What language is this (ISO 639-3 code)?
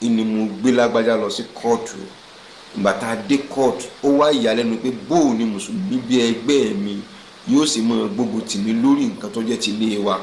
yor